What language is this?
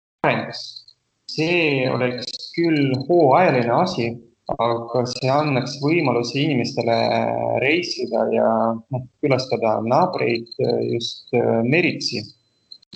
Estonian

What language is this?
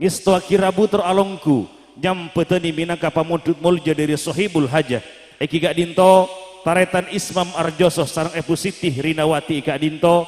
Madurese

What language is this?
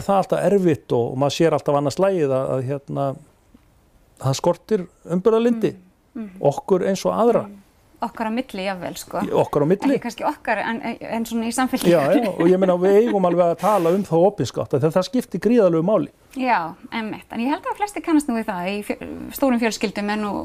Icelandic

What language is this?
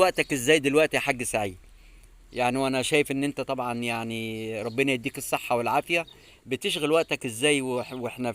Egyptian Arabic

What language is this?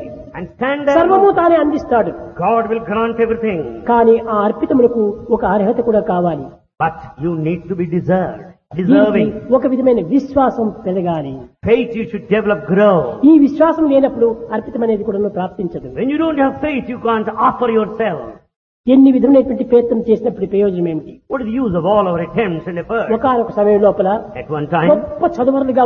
Telugu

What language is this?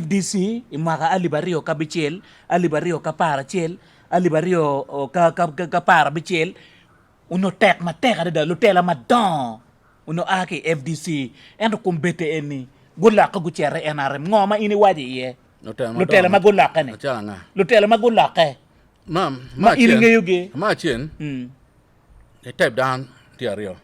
Acoli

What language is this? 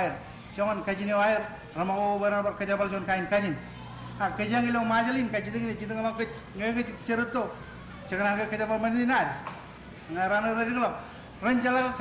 Marshallese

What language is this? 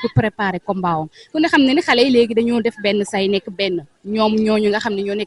Wolof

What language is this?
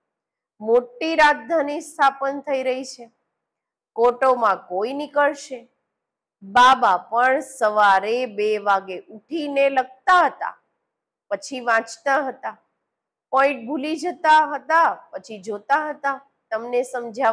Gujarati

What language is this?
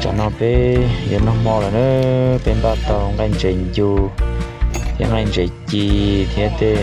Hmong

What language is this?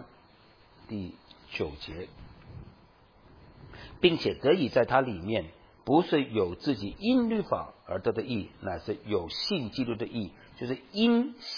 Chinese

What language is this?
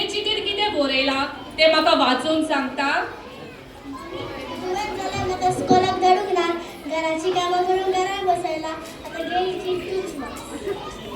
Konkani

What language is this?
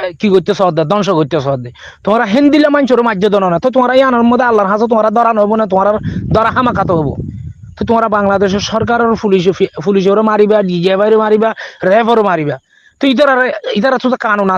Rohingya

